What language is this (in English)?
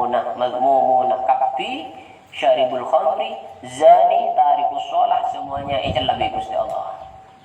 Madurese